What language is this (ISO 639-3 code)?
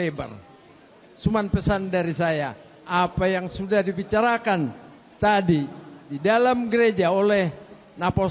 bbc